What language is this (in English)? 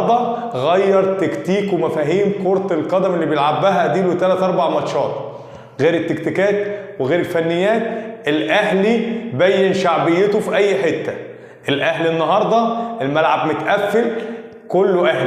Egyptian Arabic